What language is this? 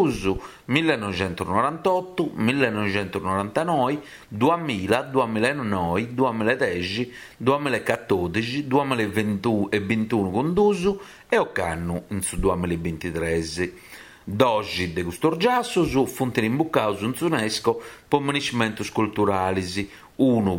Sardinian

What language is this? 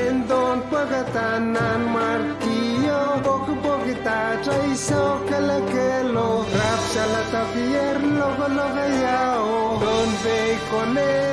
Pohnpeian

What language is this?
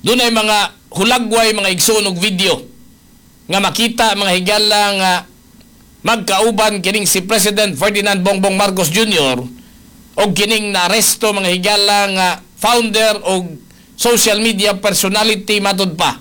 Cebuano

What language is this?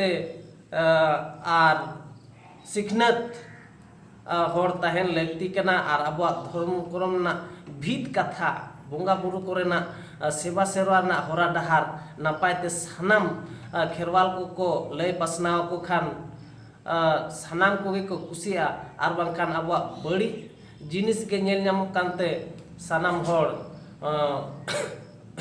Santali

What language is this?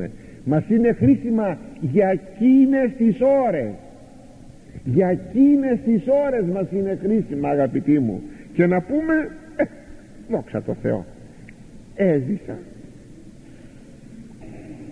Greek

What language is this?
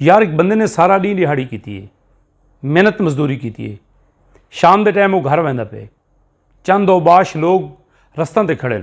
Saraiki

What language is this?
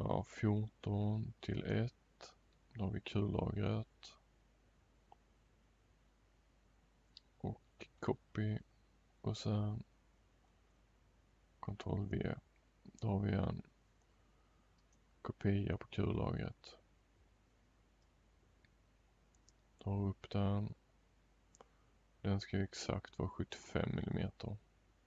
Swedish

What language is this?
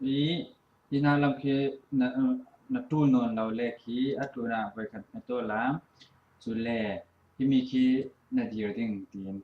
Falam Chin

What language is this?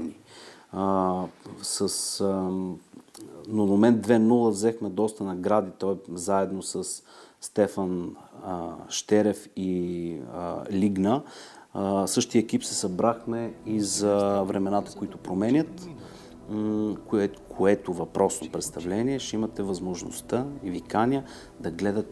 Bulgarian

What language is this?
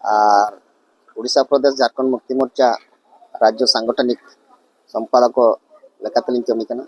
Santali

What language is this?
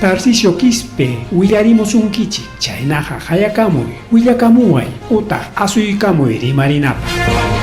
Ayacucho Quechua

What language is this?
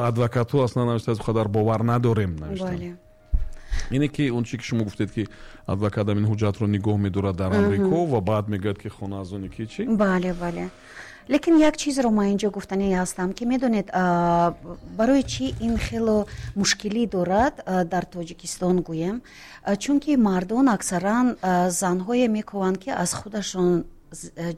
Tajik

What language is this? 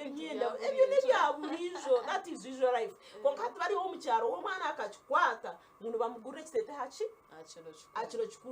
Nyankole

